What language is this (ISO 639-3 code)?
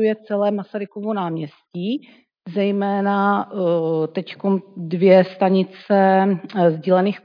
ces